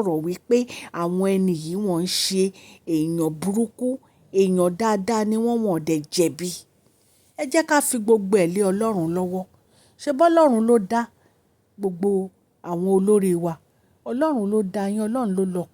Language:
Yoruba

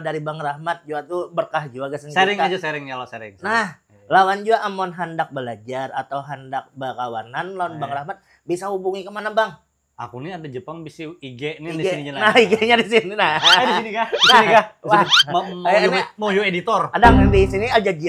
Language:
Banjar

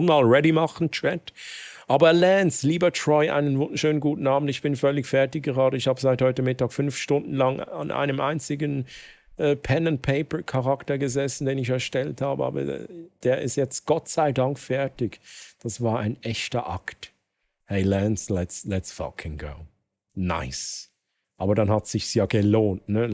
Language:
Swiss German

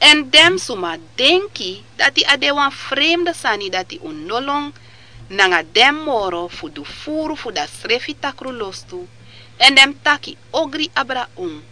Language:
Sranan Tongo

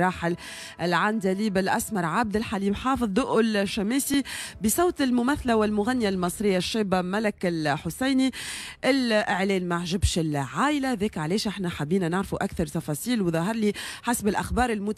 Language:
Tunisian Arabic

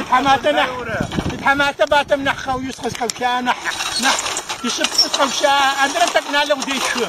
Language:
Adyghe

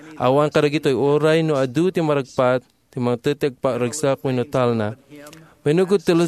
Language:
Iloko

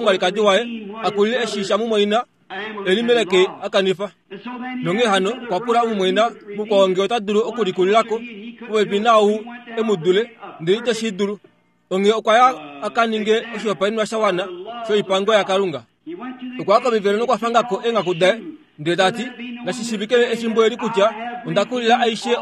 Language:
Kuanyama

